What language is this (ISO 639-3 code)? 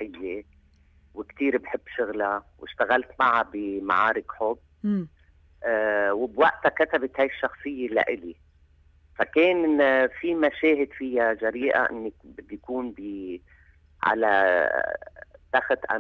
apc